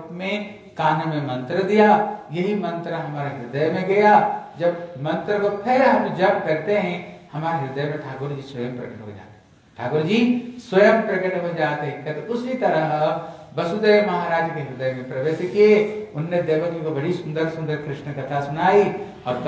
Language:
Hindi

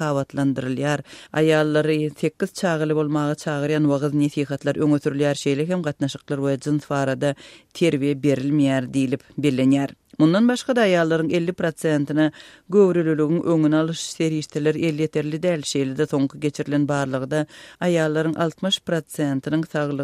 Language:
Turkmen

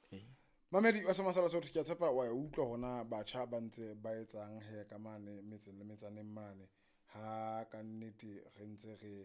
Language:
Southern Sotho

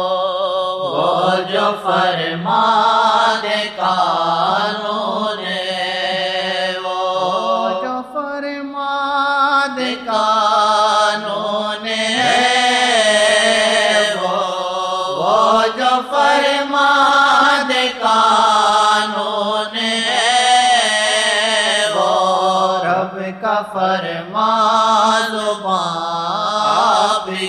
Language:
Urdu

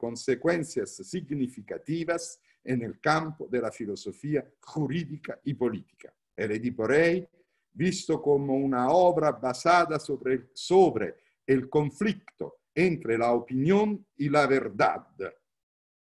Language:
Spanish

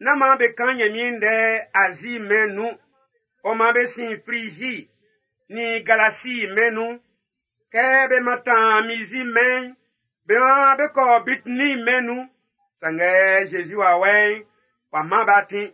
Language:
Baoulé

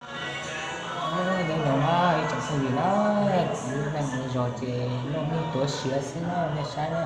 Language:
Hmong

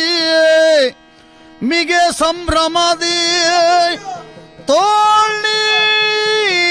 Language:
Kannada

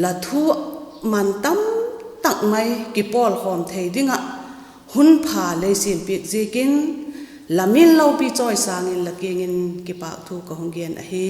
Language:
Vaiphei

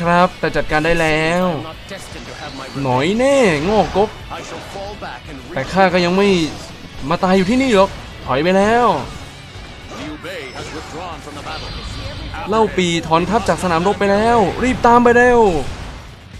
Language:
Thai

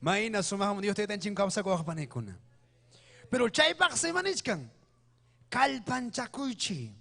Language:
Ayacucho Quechua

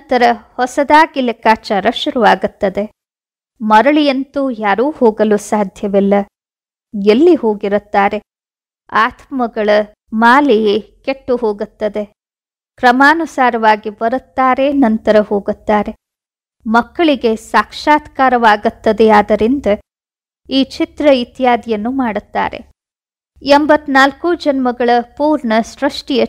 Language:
Kannada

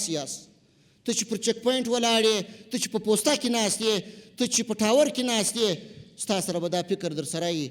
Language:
Pashto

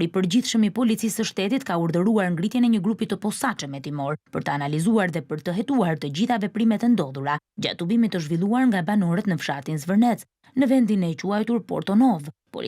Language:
Albanian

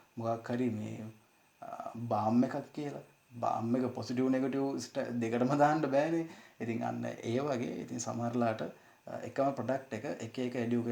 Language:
Sinhala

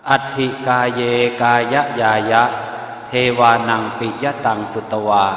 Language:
Pali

